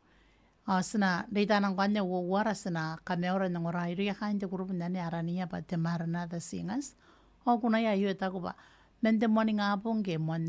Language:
Gilbertese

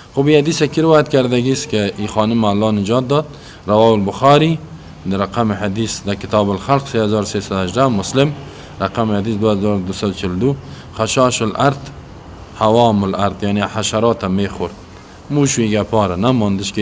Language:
Persian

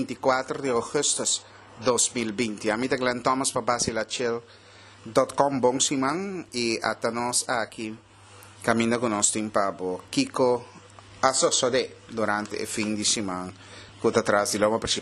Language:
Papiamento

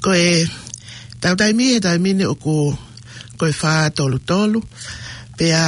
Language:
Tongan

